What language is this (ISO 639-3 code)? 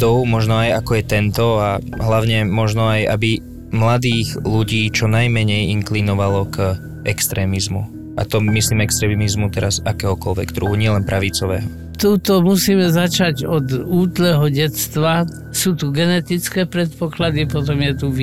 slk